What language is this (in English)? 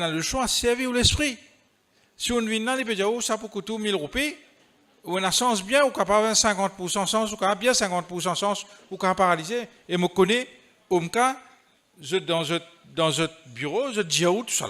Morisyen